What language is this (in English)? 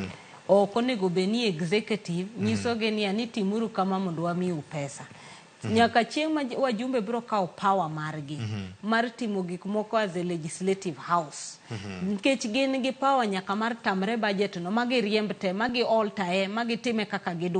Luo (Kenya and Tanzania)